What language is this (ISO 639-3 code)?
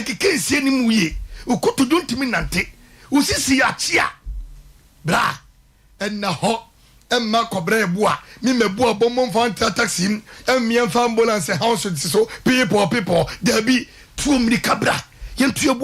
aka